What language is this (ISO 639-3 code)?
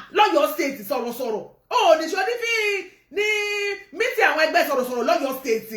yor